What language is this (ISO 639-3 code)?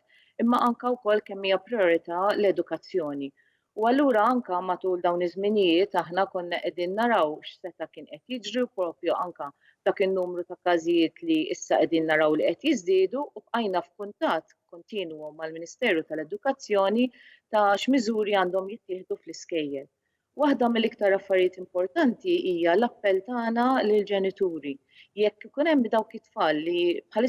mlt